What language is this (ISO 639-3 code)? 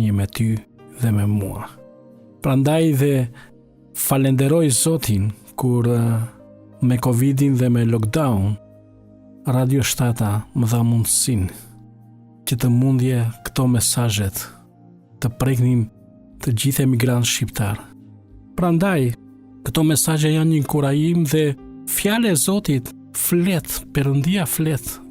sqi